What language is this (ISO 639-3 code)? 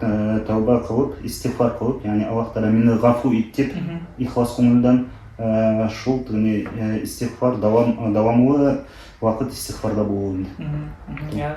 bak